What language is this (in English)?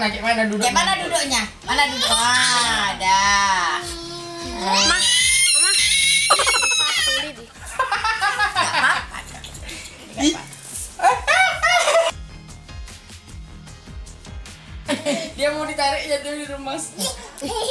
Indonesian